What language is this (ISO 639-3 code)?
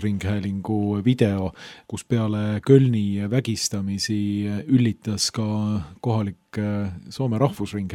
est